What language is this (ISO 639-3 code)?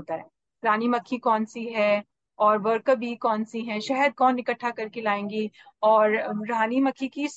hin